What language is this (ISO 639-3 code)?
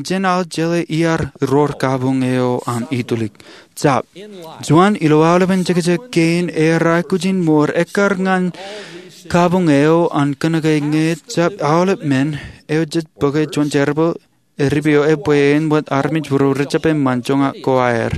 mah